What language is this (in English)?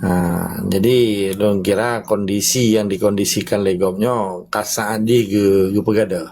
Achinese